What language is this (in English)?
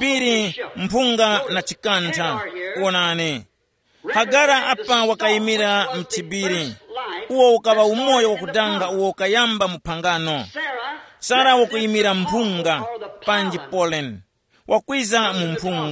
Tumbuka